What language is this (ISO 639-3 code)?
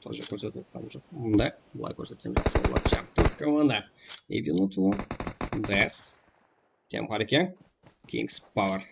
kaa